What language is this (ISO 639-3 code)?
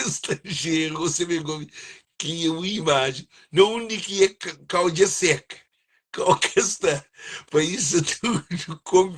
kea